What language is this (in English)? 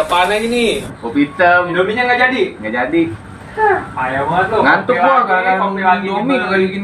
Betawi